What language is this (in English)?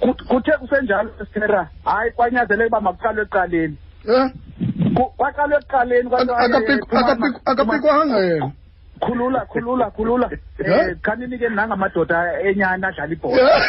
Xhosa